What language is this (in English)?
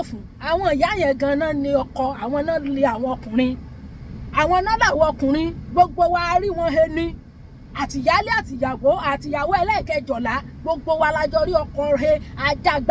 Yoruba